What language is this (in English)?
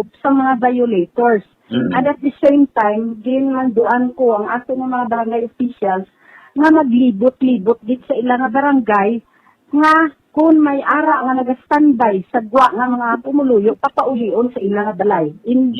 Hiligaynon